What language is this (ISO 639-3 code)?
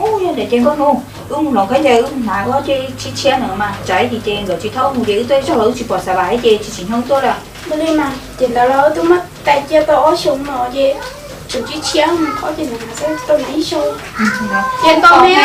hmn